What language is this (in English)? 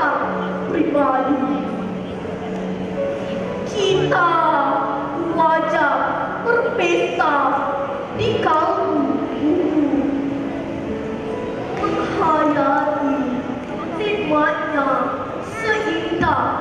Malay